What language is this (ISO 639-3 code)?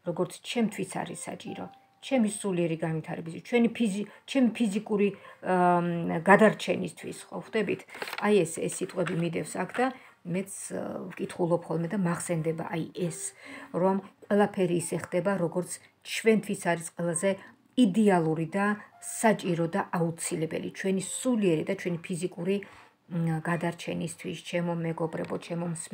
kat